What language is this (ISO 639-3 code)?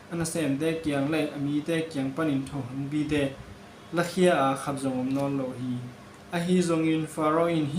ctd